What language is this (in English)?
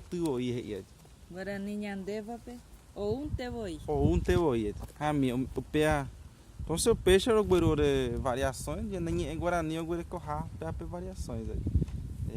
Guarani